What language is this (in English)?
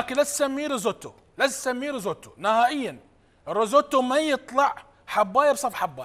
Mesopotamian Arabic